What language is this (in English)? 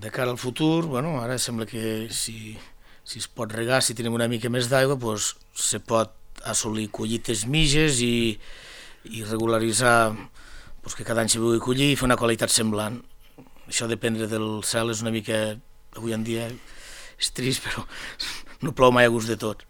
Catalan